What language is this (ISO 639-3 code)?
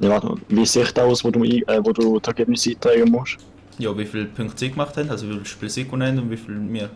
gsw